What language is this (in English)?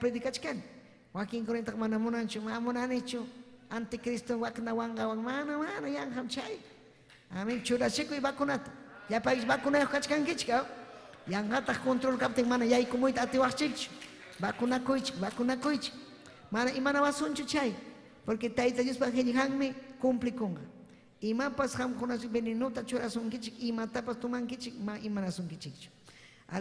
Ayacucho Quechua